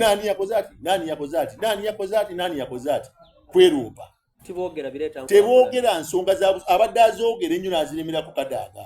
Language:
Soga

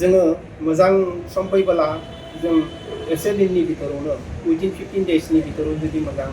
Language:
Bodo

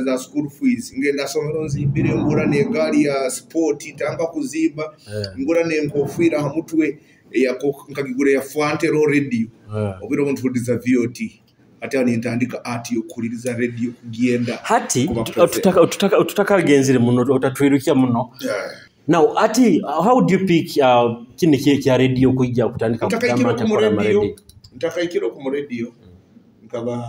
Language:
Nyoro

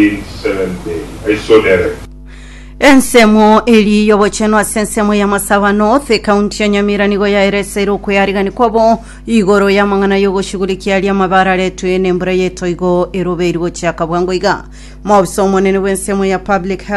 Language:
Gusii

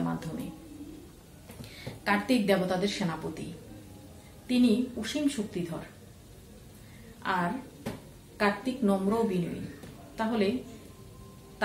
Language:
Bangla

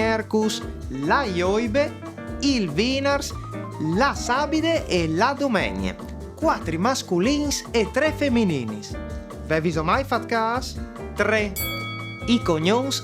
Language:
Friulian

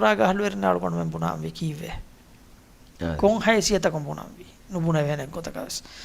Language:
Divehi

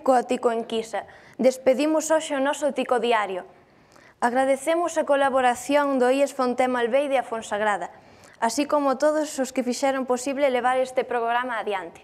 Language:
Galician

